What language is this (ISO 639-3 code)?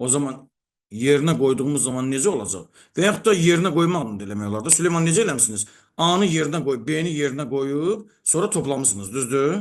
aze